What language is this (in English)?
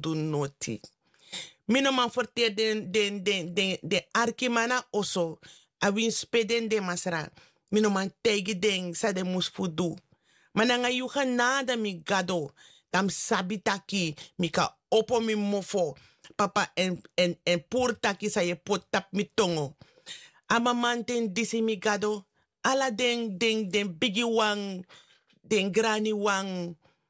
Sranan Tongo